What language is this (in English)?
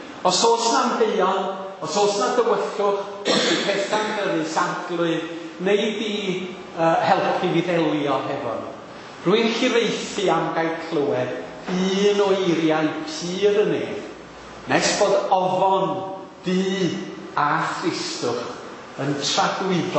Welsh